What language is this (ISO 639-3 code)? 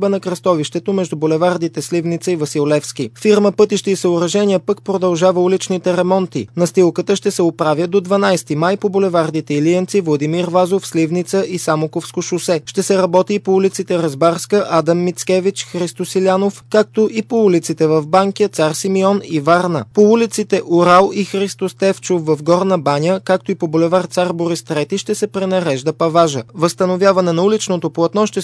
bul